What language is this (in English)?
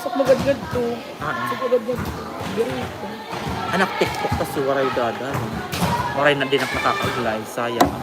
Waray